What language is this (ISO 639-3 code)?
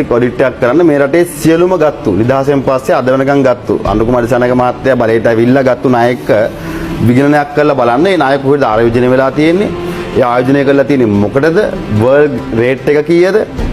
sin